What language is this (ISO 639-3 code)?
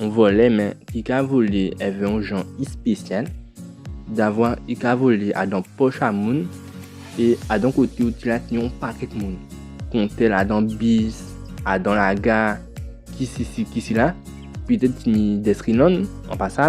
gcf